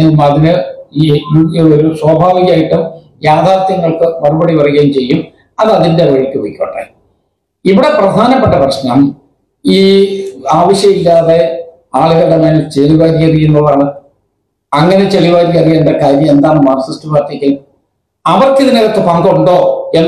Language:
Malayalam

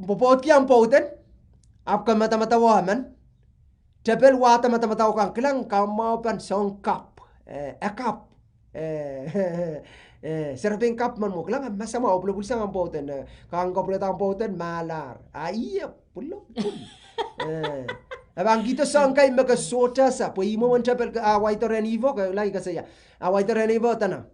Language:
Pohnpeian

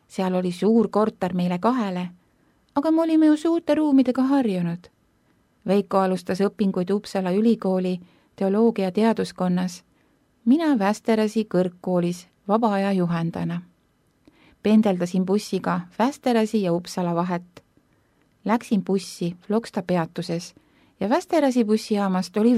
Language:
Estonian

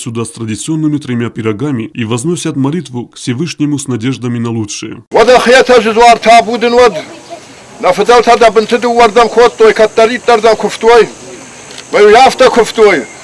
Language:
Ossetic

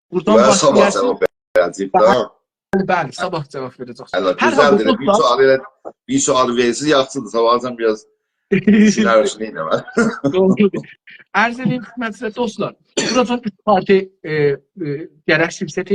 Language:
South Azerbaijani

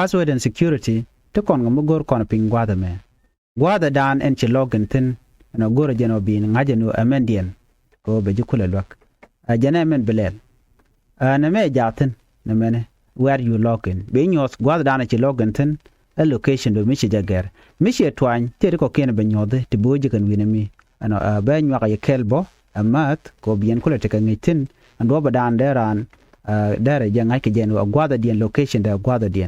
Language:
Nuer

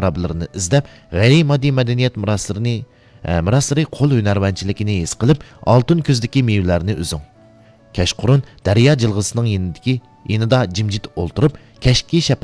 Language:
Uyghur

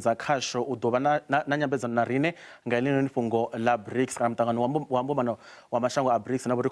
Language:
Venda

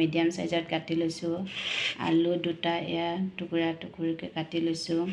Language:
Assamese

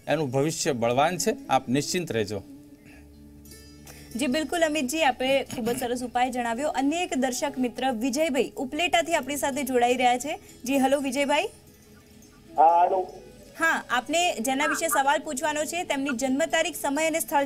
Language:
Gujarati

